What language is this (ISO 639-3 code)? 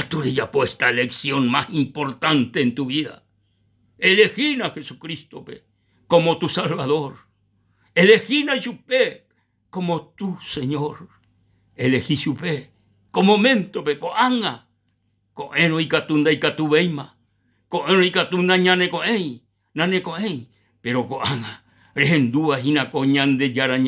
grn